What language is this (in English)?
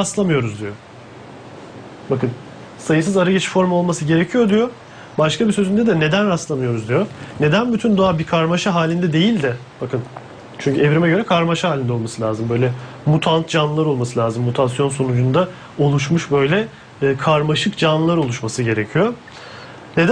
Turkish